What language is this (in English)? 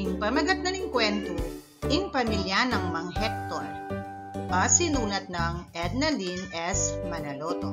Pampanga